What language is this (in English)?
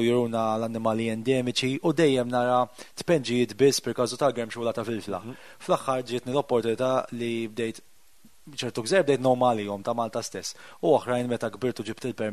Maltese